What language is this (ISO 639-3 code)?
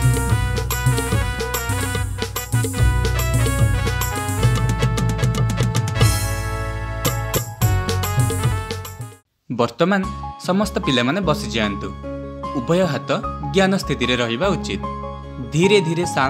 ori